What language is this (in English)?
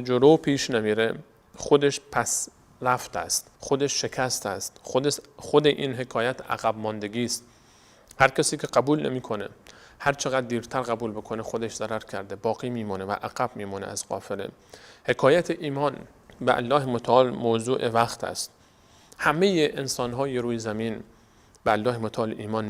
Persian